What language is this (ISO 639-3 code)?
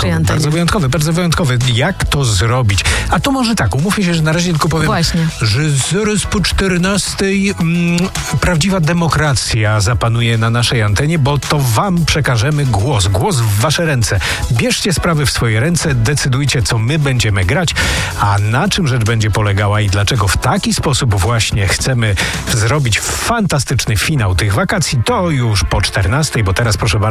pol